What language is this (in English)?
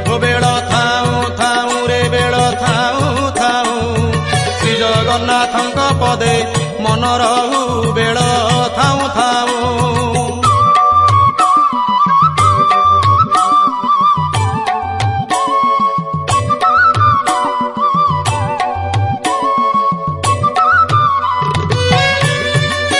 Odia